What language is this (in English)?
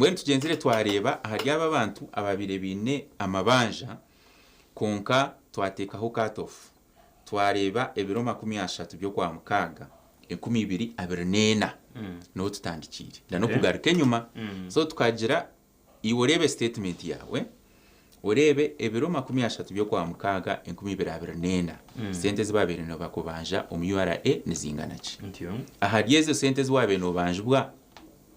Nyankole